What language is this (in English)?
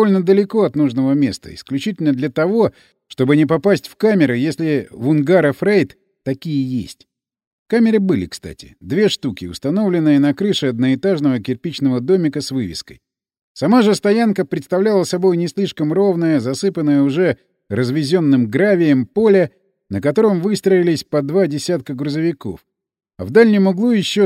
Russian